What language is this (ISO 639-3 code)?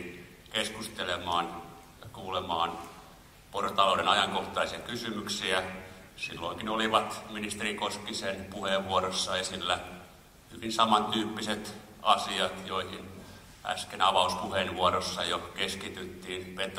fin